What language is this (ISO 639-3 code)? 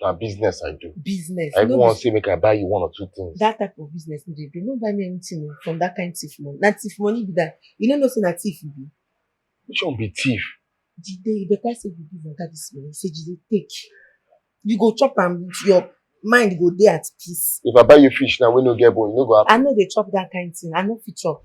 pcm